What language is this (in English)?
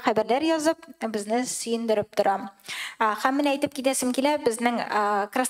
Tatar